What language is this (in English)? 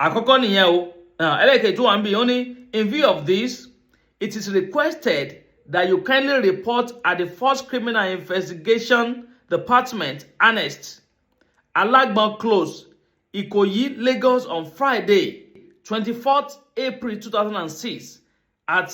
Yoruba